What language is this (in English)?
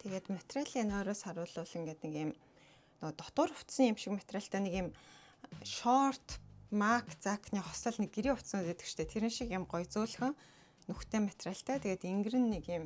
Mongolian